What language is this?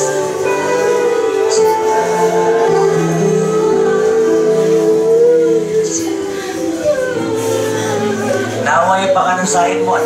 Filipino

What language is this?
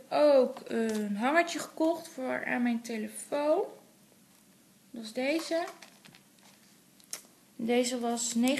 Dutch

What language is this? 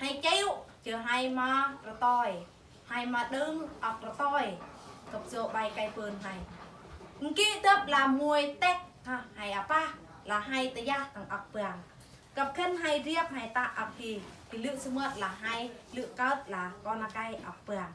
Eastern Bru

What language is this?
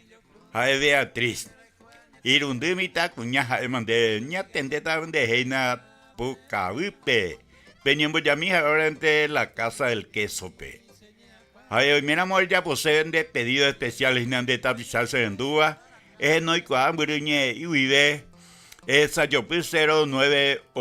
Guarani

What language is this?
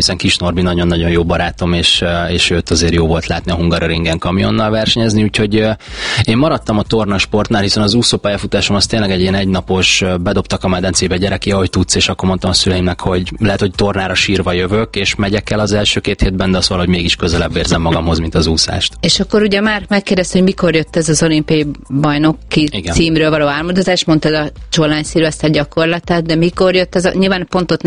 Hungarian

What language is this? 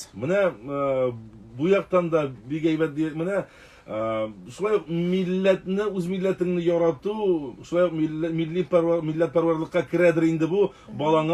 Tatar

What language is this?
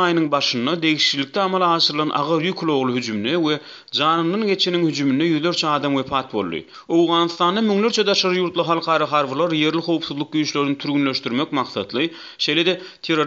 Turkmen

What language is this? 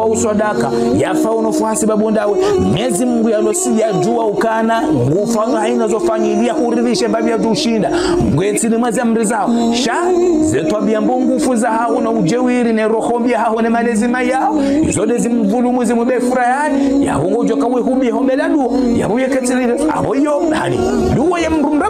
Ngazidja Comorian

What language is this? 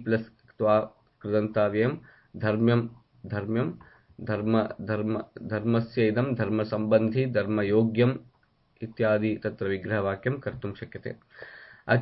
Sanskrit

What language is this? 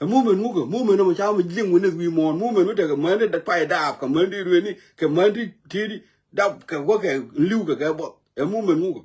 Nuer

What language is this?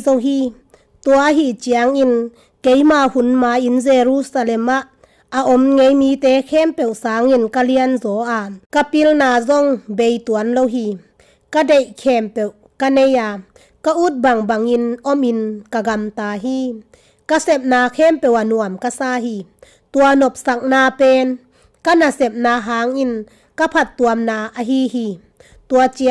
Tedim Chin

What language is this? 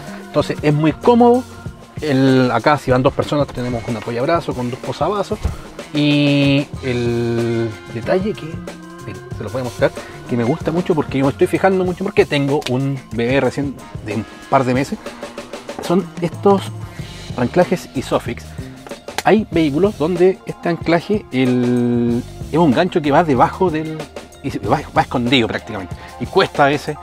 Spanish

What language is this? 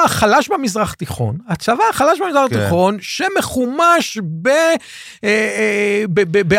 Hebrew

